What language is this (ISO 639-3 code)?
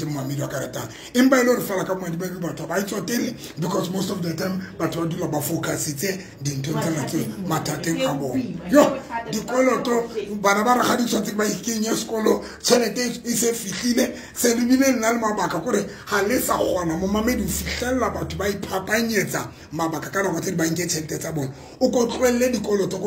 tsn